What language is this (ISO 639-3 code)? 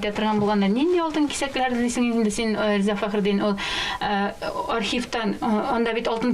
tat